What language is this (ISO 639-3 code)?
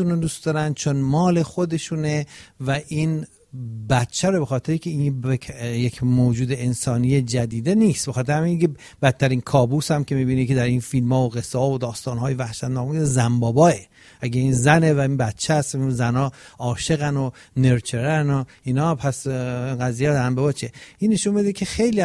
fas